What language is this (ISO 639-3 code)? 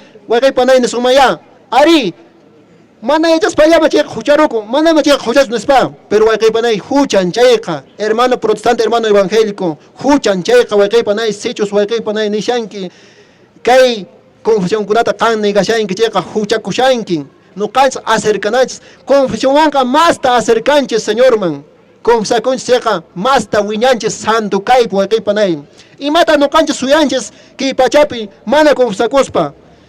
que